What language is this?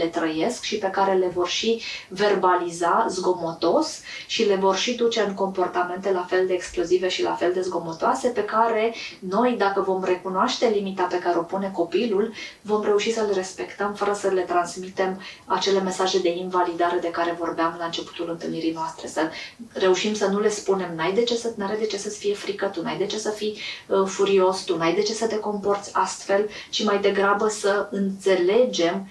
Romanian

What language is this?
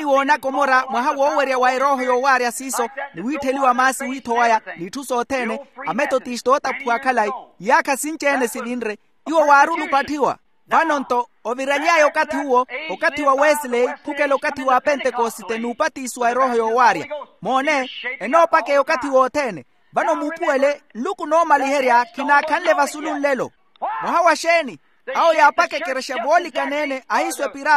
Makhuwa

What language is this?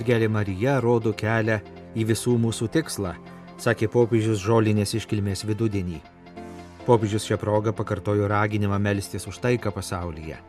Lithuanian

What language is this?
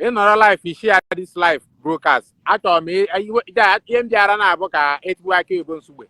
Igbo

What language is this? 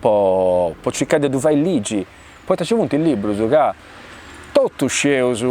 Sardinian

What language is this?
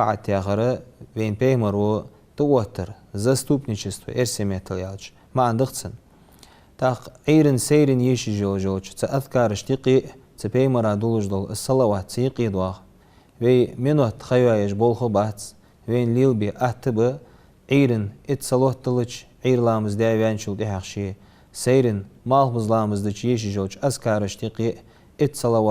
Ingush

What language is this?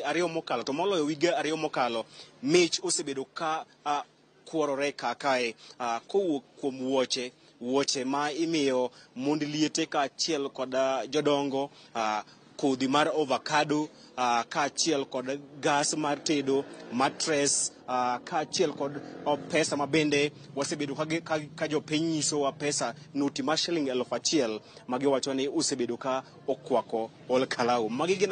Luo (Kenya and Tanzania)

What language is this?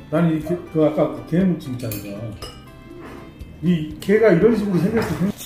Korean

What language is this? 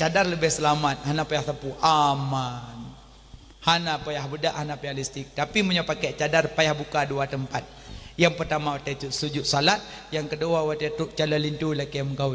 Achinese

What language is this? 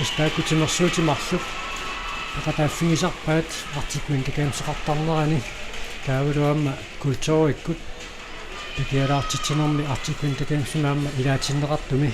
Kalaallisut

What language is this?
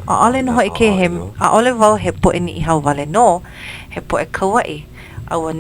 Hawaiian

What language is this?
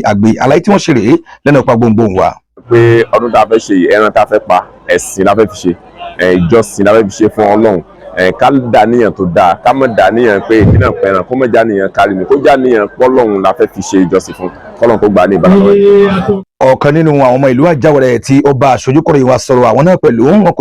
Yoruba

